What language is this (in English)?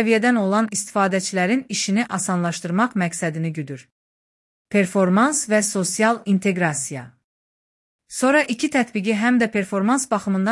Azerbaijani